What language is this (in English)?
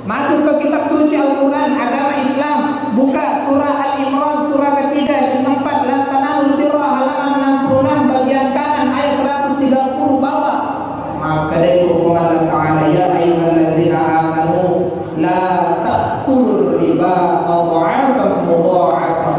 Buginese